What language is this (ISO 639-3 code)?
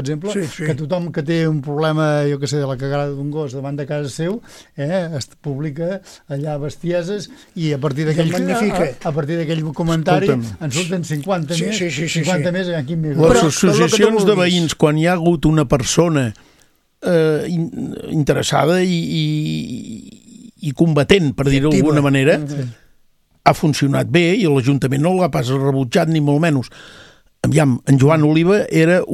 cat